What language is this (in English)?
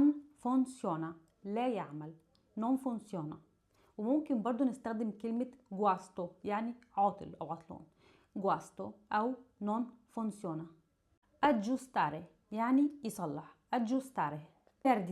Egyptian Arabic